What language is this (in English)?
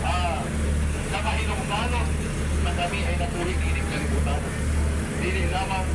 Cebuano